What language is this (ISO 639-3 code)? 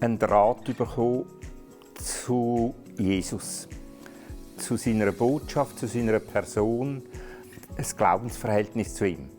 gsw